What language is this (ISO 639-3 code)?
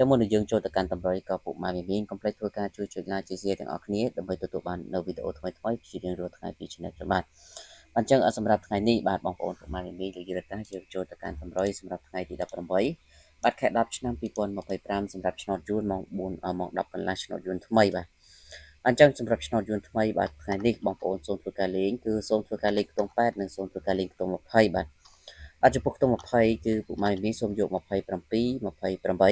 khm